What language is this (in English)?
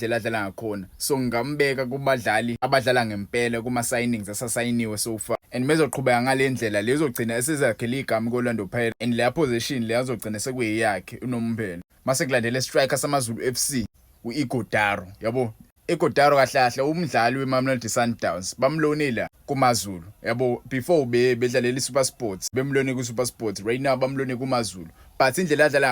Zulu